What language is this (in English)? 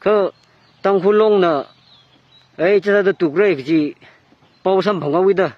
Tangkhul Naga (India)